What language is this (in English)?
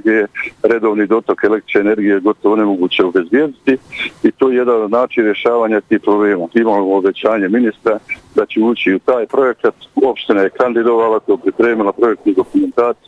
Bosnian